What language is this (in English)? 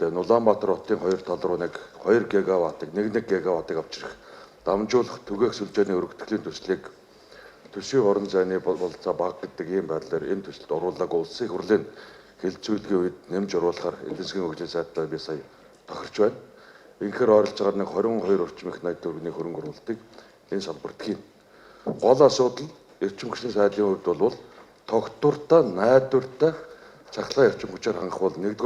Mongolian